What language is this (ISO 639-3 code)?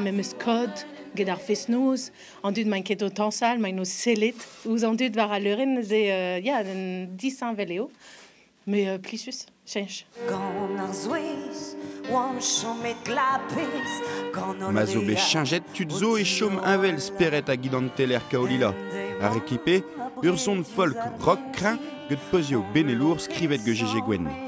bre